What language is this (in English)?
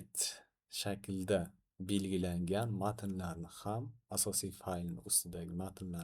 Uzbek